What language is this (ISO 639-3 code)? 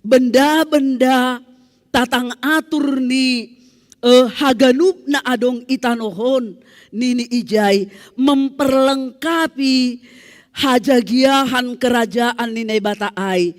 bts